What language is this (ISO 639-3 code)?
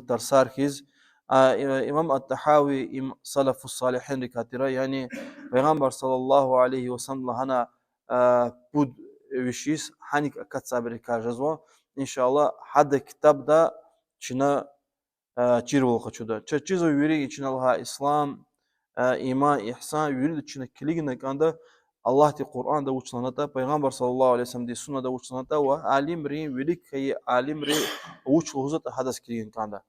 lez